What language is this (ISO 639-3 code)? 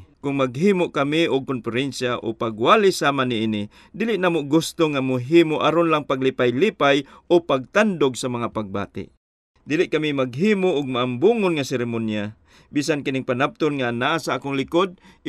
ceb